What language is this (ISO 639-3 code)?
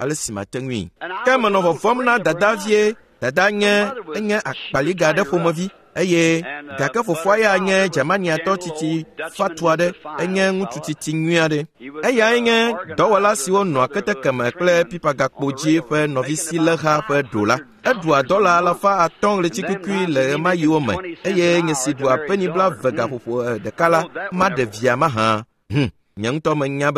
ewe